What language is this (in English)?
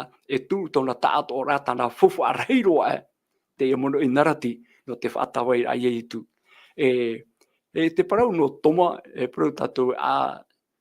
Tahitian